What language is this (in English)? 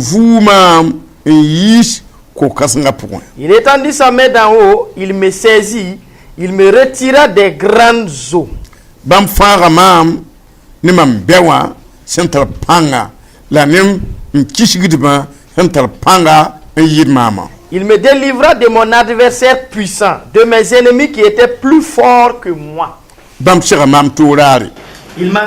Mossi